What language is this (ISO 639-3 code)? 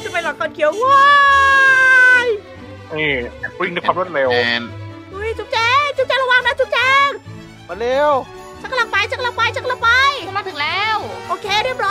tha